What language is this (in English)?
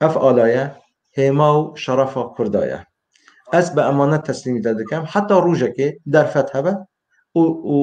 Kurdish